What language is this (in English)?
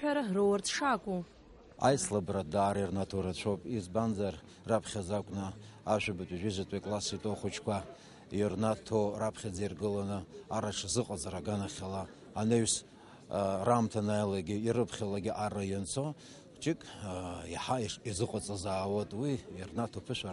Abkhazian